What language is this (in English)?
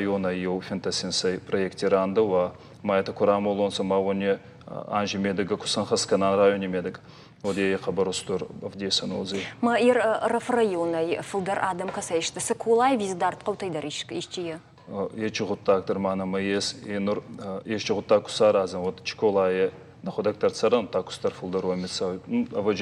Ossetic